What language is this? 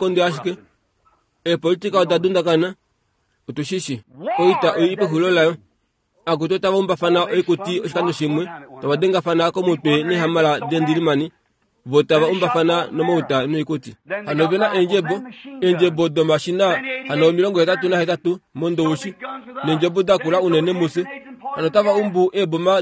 Kuanyama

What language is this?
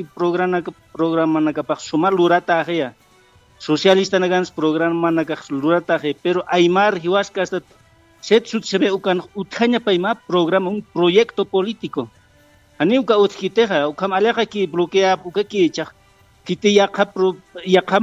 Aymara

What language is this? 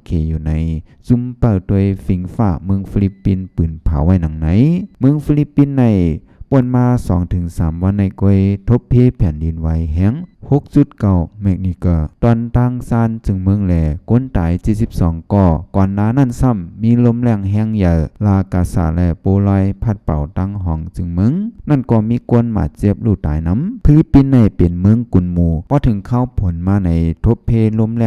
Shan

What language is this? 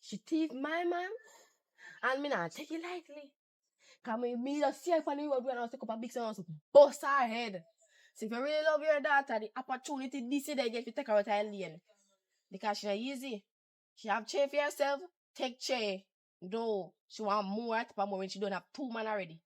Jamaican Creole English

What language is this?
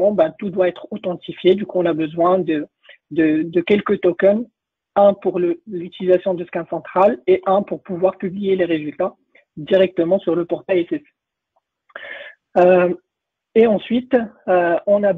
French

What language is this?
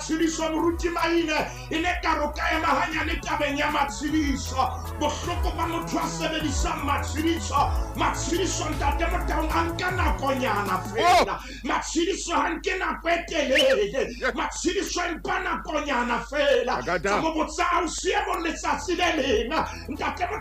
Southern Sotho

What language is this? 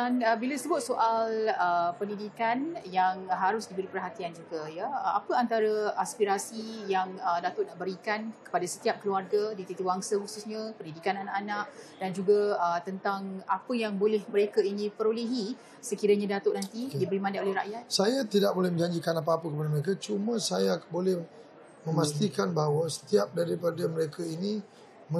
Malay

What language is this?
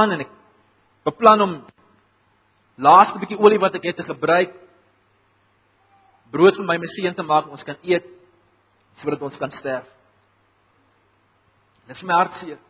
Afrikaans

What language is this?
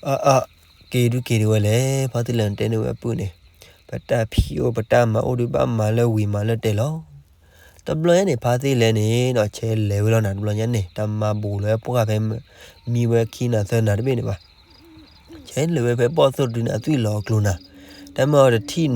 S'gaw Karen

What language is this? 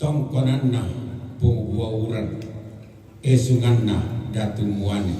Toraja-Sa'dan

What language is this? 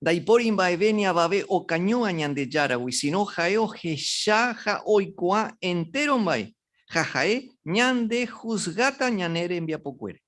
Guarani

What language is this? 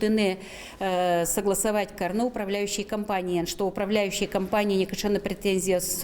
Udmurt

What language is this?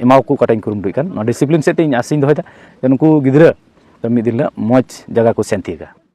Santali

